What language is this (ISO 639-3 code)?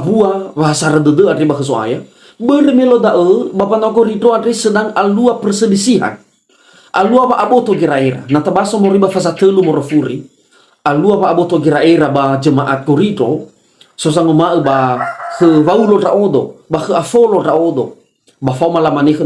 nia